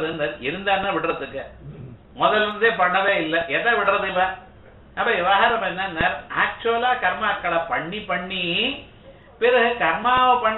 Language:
Tamil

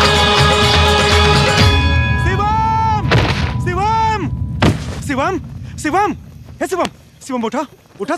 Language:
Bhojpuri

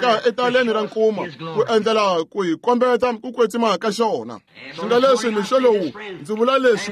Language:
Tsonga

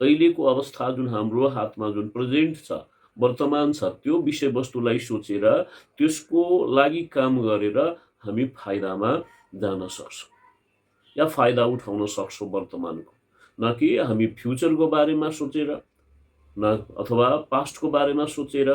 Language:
Nepali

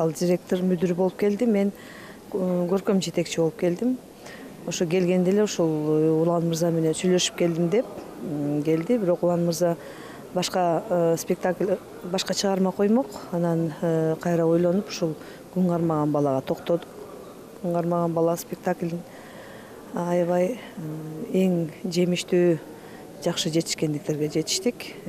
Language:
Kyrgyz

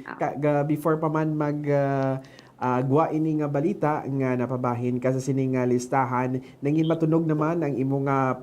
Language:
Hiligaynon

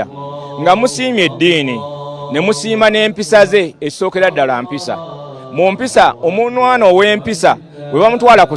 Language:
Ganda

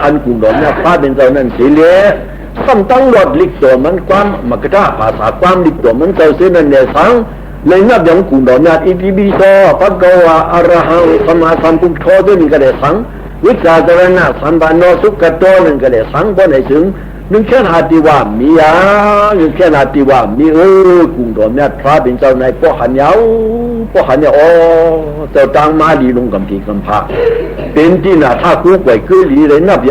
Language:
Shan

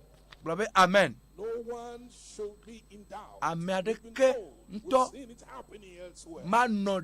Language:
Ewe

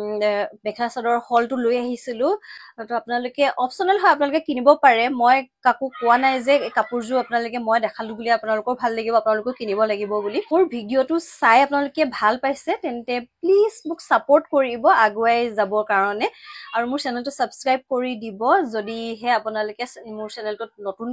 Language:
Assamese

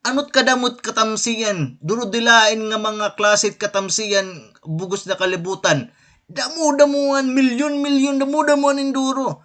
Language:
Waray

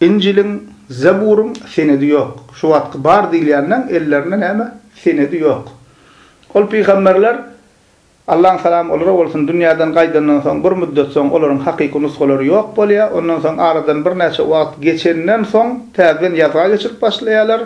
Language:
Turkmen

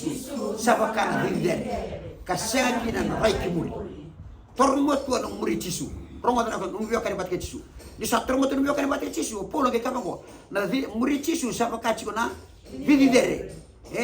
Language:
Fijian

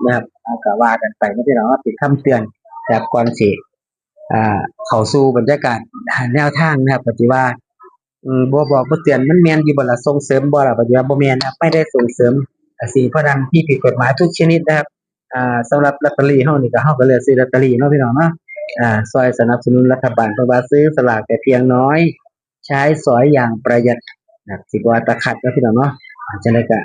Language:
Northeastern Thai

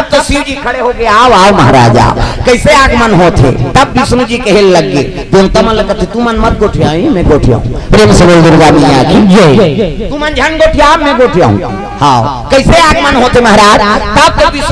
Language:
Chhattisgarhi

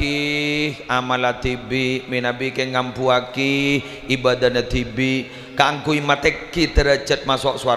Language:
Madurese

